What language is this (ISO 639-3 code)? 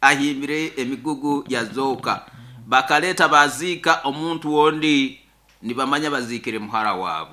nyo